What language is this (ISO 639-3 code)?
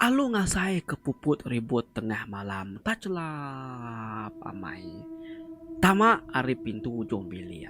iba